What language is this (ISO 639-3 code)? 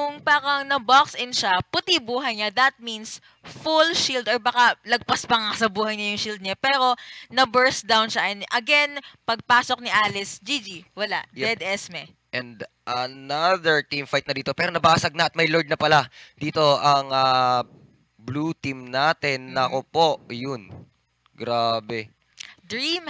fil